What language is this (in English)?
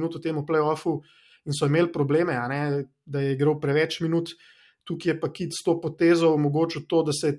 Slovenian